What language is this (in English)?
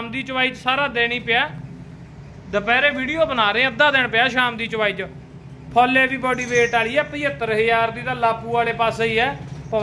Punjabi